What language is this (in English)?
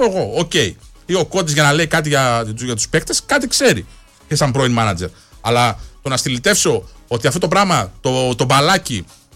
Greek